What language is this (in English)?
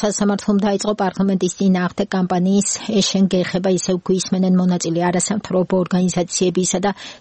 Georgian